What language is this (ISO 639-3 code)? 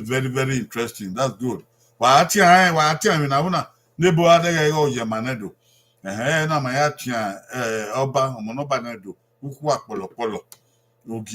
bin